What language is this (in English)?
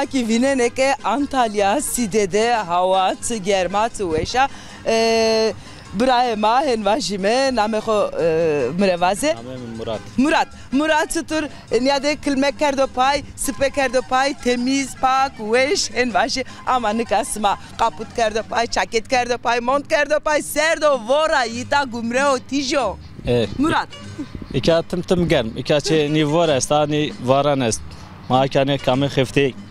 Zaza